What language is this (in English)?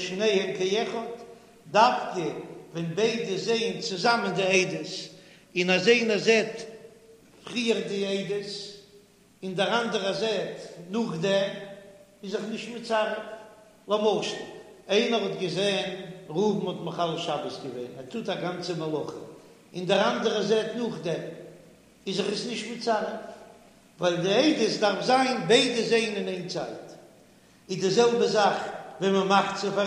Yiddish